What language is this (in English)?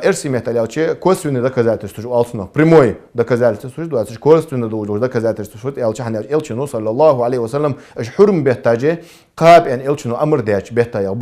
Ingush